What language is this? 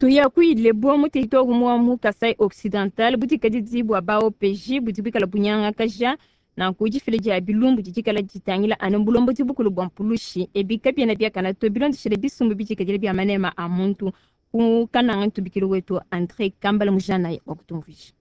Luba-Lulua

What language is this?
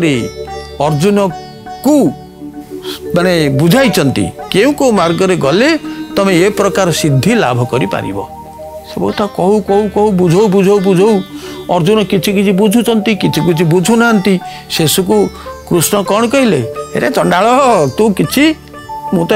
Odia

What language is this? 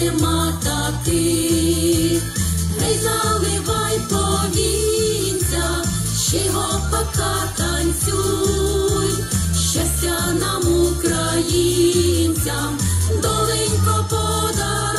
Ukrainian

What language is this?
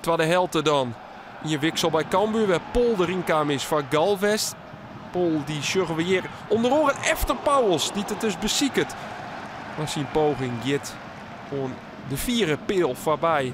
Western Frisian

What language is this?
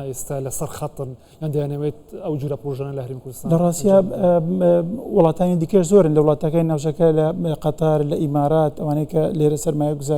Central Kurdish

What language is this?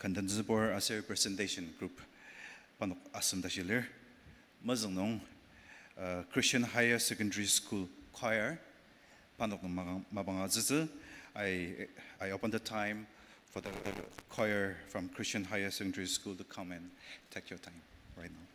Ao Naga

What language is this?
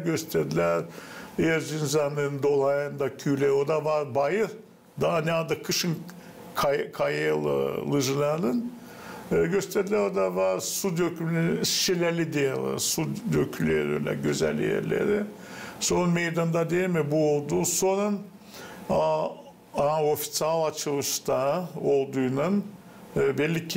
Gagauz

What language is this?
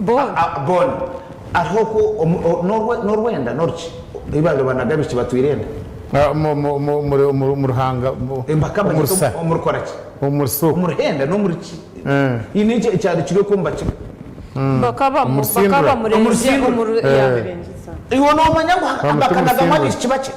Nyankole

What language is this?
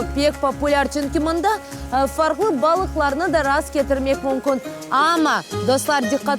Crimean Tatar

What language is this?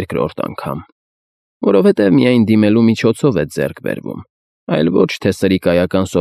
Armenian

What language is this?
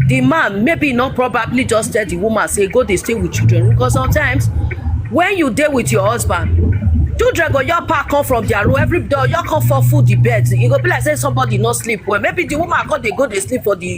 Nigerian Pidgin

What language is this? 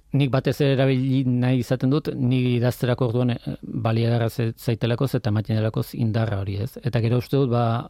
Basque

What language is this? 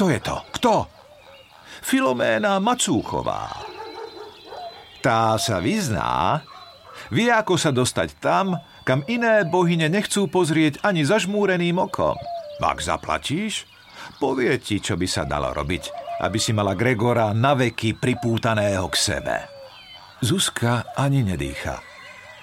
Slovak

